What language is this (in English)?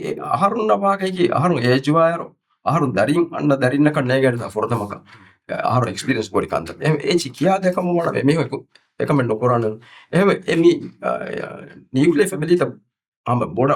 Divehi